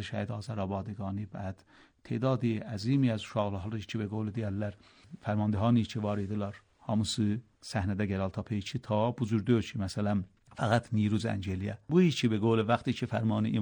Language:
Azerbaijani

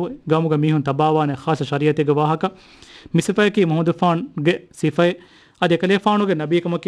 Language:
Divehi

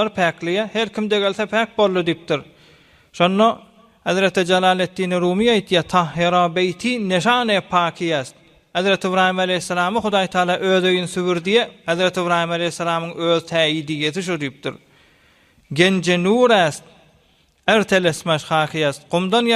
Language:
Turkmen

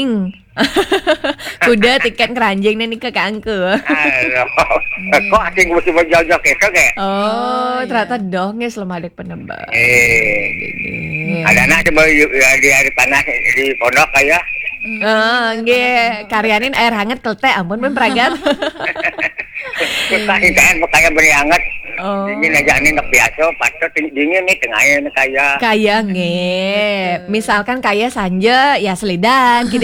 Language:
Balinese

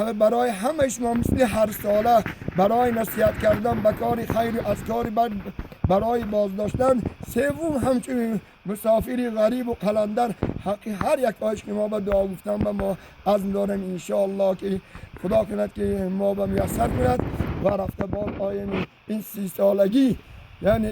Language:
Tajik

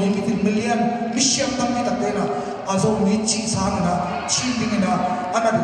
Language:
Tedim Chin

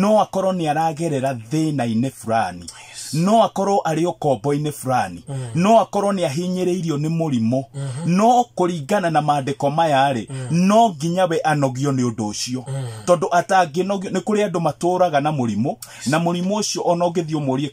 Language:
Kikuyu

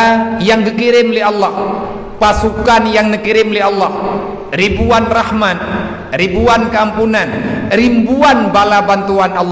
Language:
Achinese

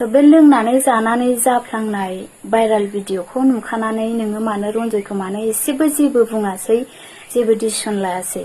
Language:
Bodo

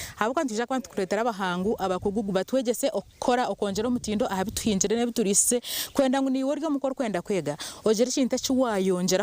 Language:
Nyankole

